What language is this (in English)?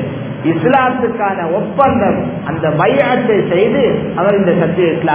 Tamil